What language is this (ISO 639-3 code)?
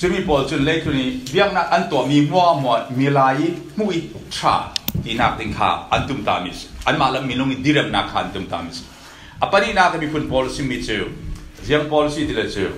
cfm